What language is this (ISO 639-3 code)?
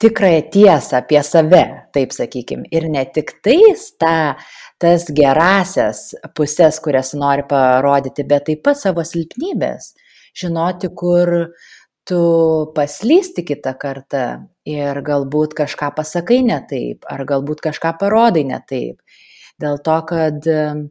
lit